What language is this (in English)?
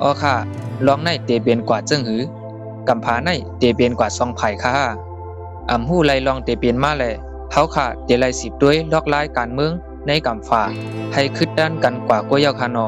Shan